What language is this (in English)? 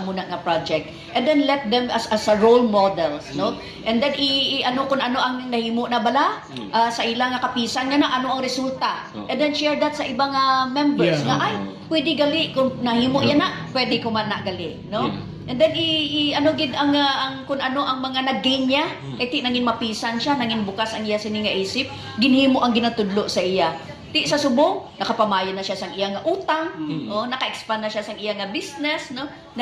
Hiligaynon